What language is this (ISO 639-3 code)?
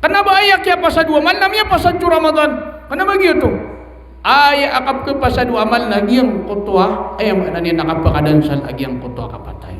mrw